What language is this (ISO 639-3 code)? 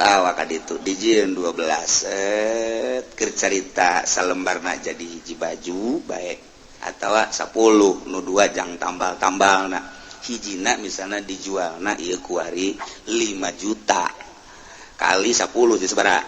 sun